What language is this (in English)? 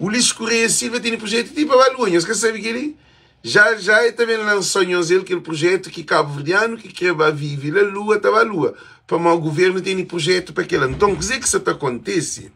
Kabuverdianu